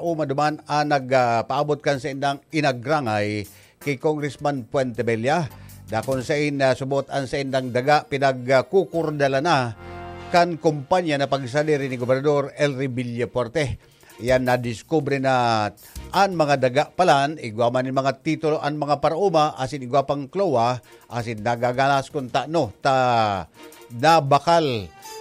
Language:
Bikol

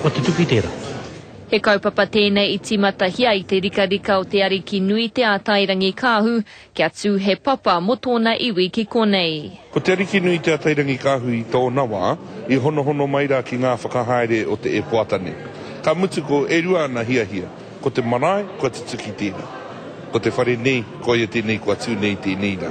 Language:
Māori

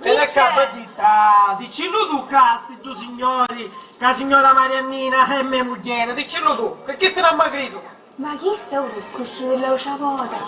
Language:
Sicilian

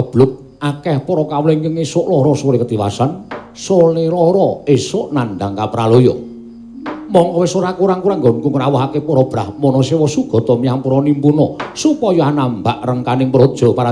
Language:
Javanese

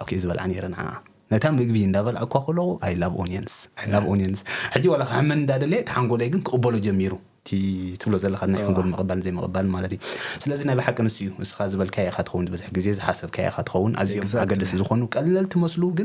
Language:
Tigrinya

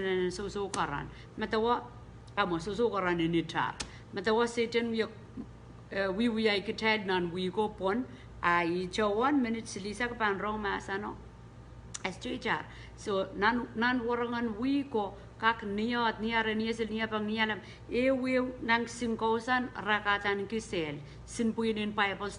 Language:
Pohnpeian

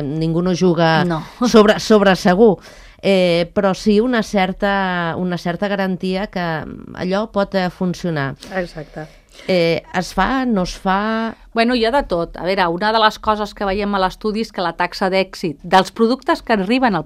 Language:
Catalan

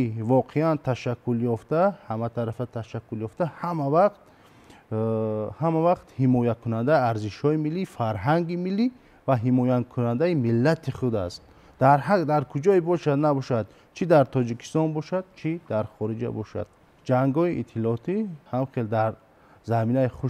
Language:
Tajik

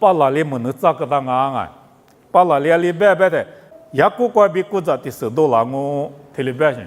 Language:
Lisu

